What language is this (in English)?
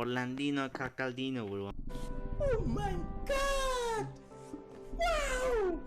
Uzbek